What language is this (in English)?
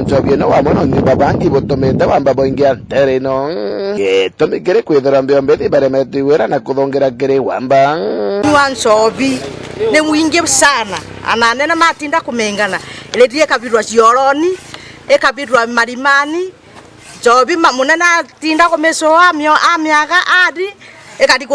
Meru